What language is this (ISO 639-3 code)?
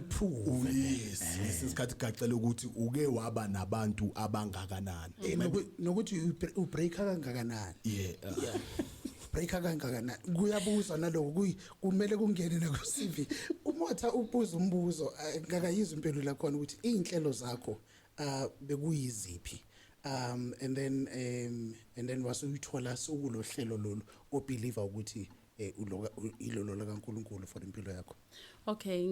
zul